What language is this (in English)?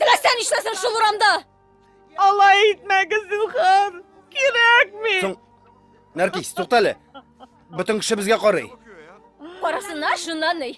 Tatar